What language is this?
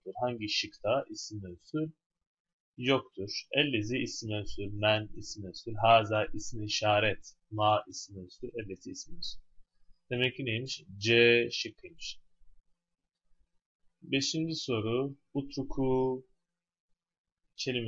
Turkish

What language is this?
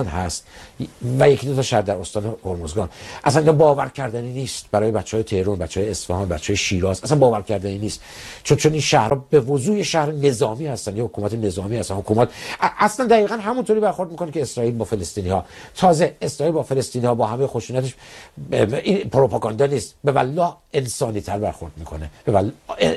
Persian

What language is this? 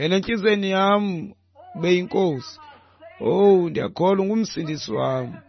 Xhosa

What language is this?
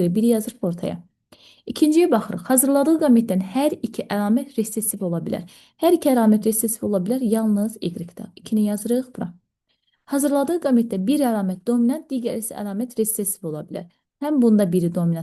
Azerbaijani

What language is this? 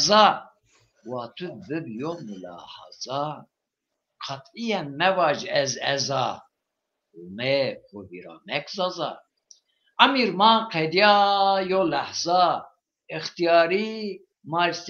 Zaza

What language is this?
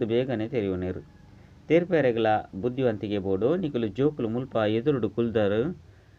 Tulu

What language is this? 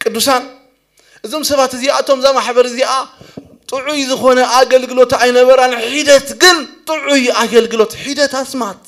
Tigrinya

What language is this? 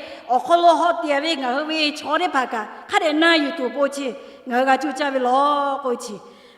Lahu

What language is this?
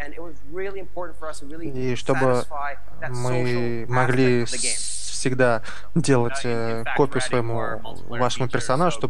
Russian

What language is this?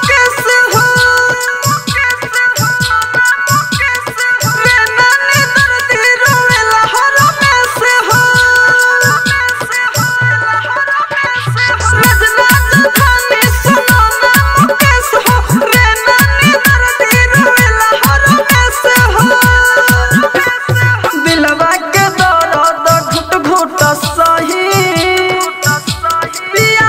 Bhojpuri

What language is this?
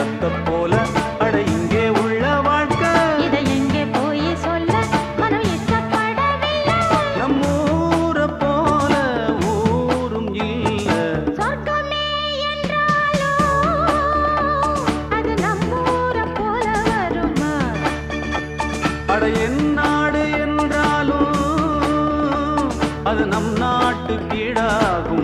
Tamil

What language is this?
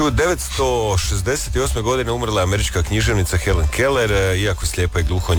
Croatian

